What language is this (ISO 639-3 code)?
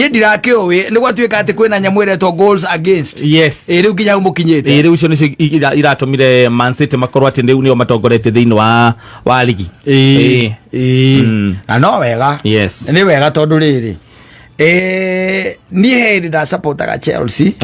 kik